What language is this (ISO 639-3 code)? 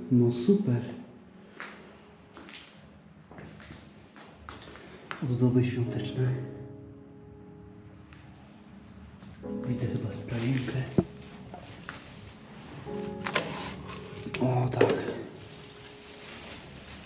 pol